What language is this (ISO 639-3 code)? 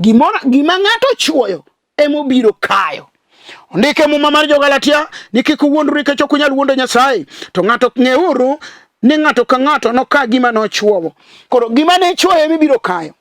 luo